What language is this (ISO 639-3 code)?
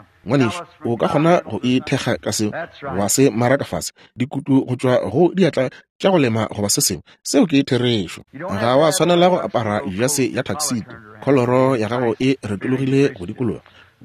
nso